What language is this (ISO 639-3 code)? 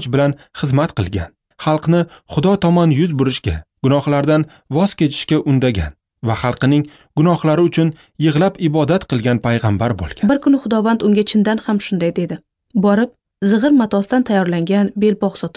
uzb